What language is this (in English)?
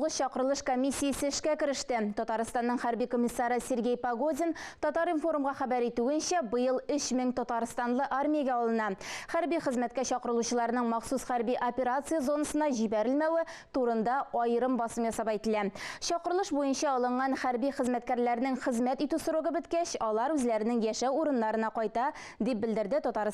Tatar